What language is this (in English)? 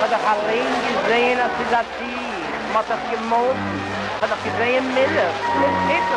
Yiddish